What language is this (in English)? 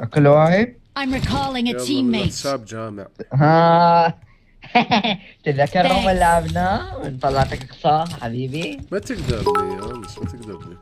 Mesopotamian Arabic